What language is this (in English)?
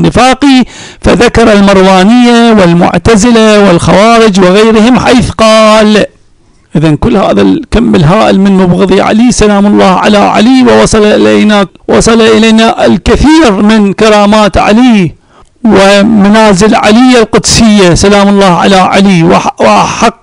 Arabic